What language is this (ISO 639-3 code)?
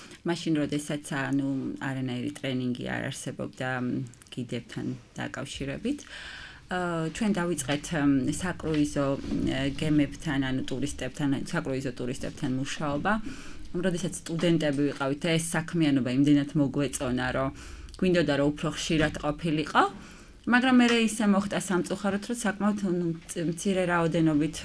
kat